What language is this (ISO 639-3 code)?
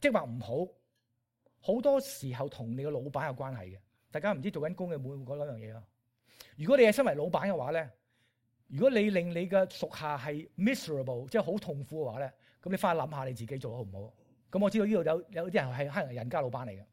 yue